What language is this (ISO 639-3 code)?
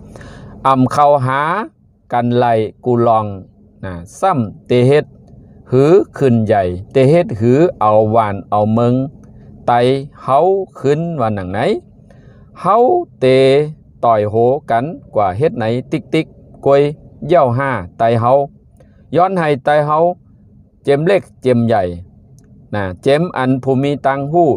shn